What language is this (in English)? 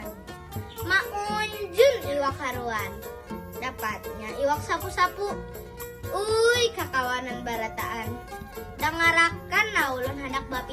Banjar